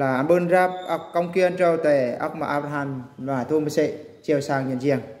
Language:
Eastern Bru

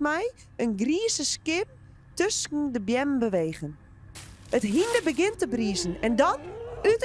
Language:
Western Frisian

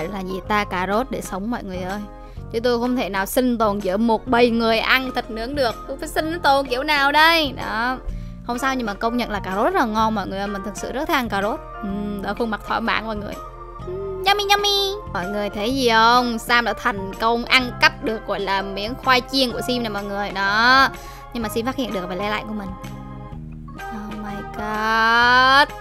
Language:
Vietnamese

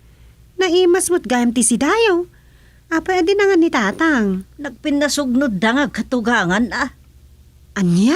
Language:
Iloko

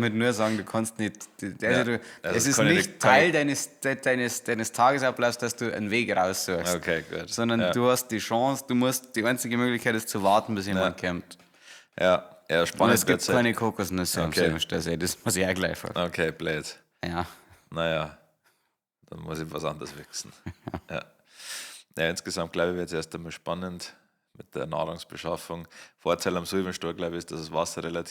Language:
Bavarian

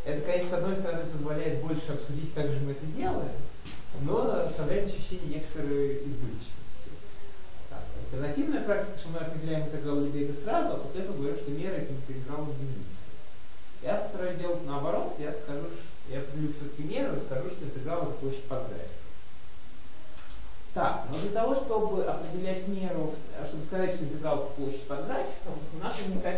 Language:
Russian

